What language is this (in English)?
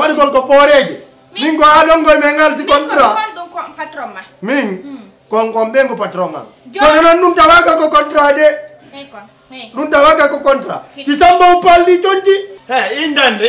Fula